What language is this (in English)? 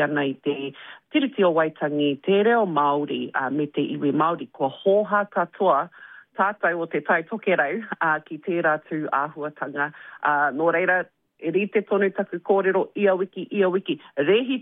Māori